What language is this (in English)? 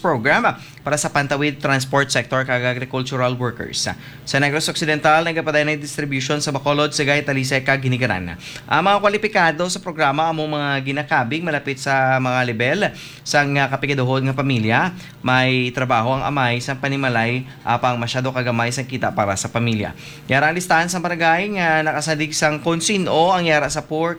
Hiligaynon